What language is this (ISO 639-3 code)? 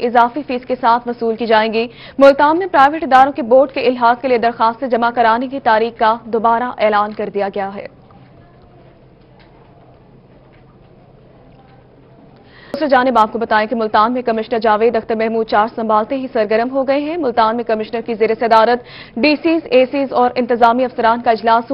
urd